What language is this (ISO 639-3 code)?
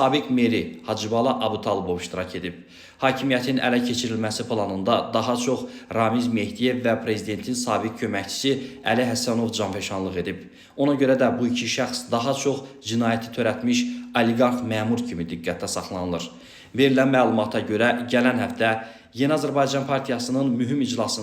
aze